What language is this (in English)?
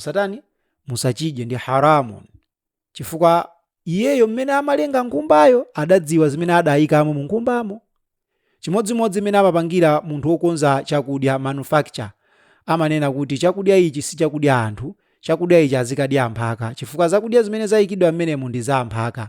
Nyanja